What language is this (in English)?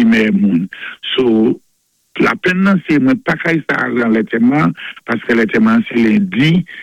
Saint Lucian Creole French